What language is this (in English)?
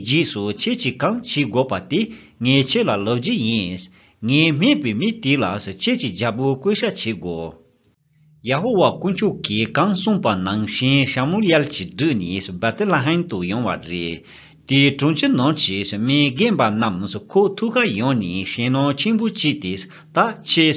Tibetan